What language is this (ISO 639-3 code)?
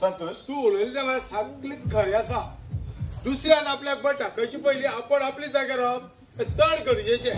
kok